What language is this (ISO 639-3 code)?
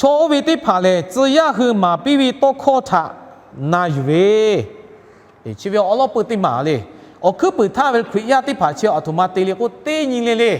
lhu